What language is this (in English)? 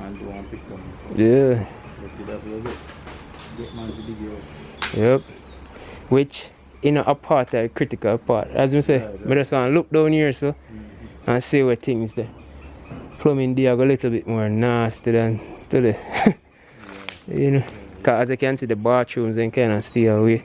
Jamaican Creole English